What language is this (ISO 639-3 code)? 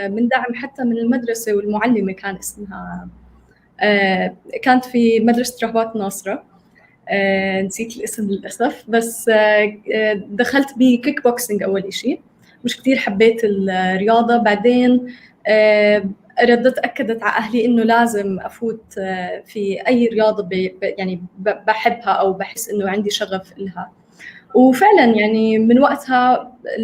apc